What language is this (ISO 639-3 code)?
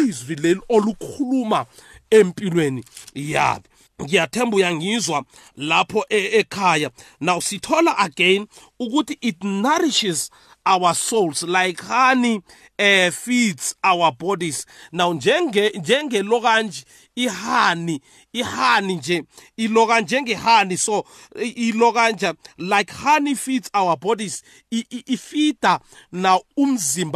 nbl